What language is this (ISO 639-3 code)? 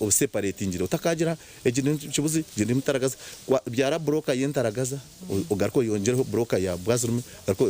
nyn